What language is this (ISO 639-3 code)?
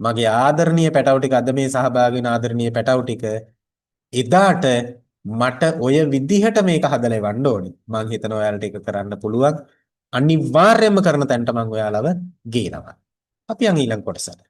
sin